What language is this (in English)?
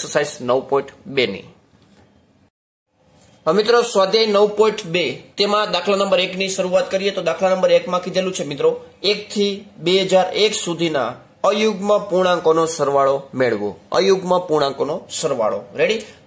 Gujarati